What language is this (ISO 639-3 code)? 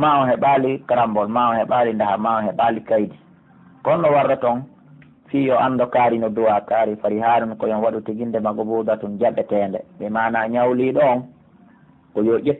fuf